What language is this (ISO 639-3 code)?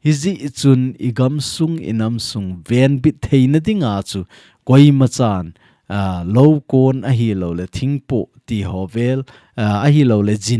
tcz